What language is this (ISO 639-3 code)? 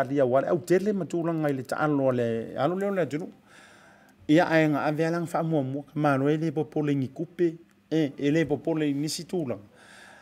smo